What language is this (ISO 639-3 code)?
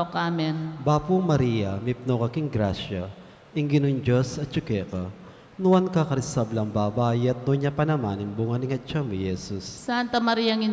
pam